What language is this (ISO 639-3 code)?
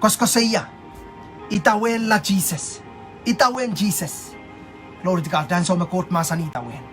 pon